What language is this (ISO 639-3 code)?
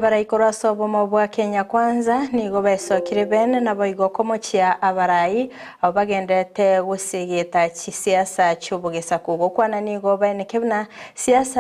guz